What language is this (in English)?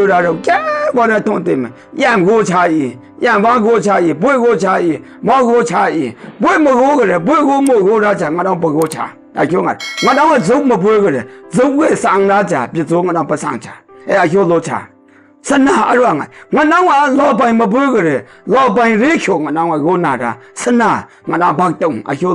Maru